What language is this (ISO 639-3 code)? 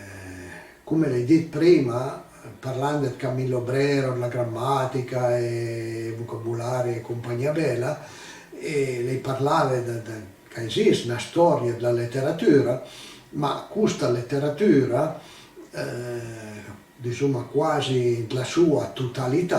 pms